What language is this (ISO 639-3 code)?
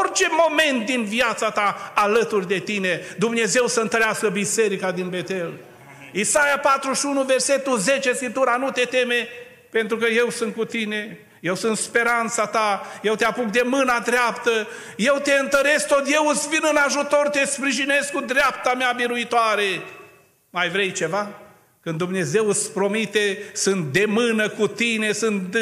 ron